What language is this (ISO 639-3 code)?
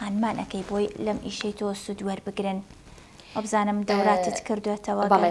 ckb